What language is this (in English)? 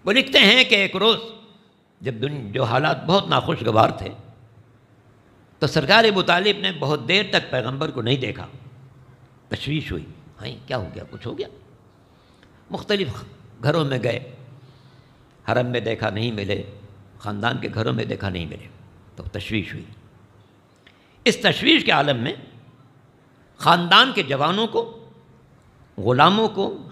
Urdu